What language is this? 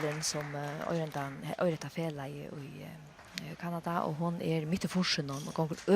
Faroese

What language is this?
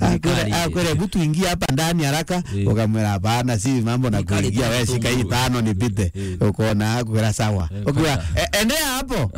Meru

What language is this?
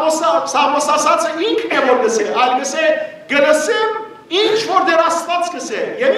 Western Armenian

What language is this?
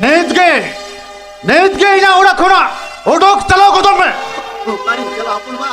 Santali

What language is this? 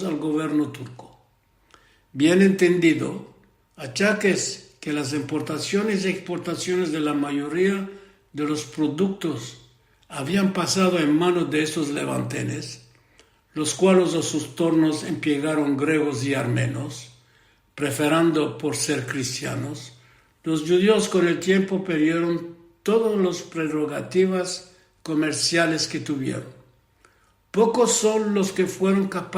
Ladino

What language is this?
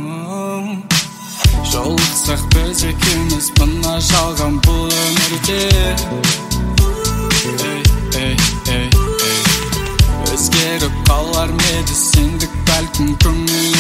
Kazakh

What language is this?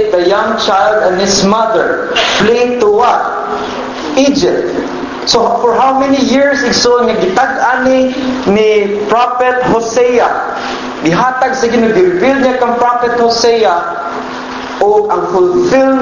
Cebuano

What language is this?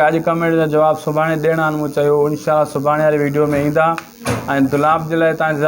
Sindhi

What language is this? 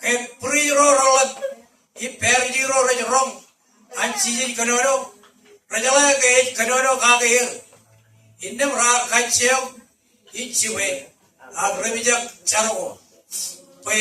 Marshallese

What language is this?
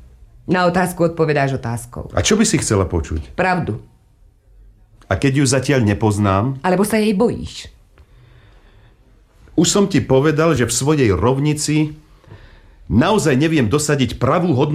Slovak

